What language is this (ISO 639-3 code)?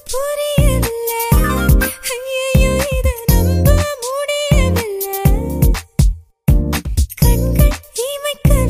tam